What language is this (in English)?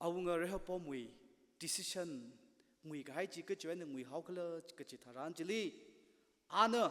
Tangkhul Naga (India)